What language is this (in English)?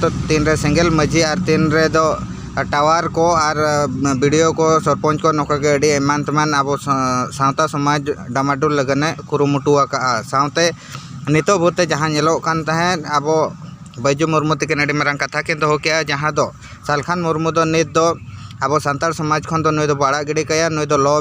Santali